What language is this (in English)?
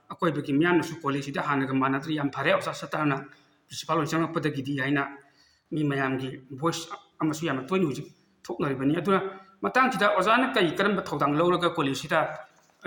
Manipuri